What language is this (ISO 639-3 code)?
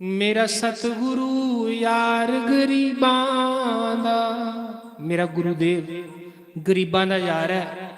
doi